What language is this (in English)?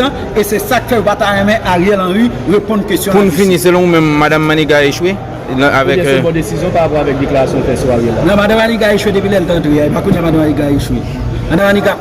Haitian Creole